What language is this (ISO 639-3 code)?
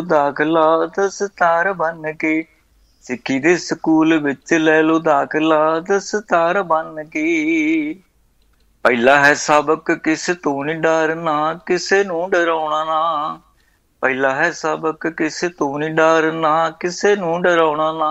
pan